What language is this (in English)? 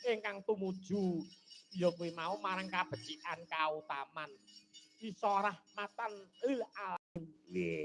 Javanese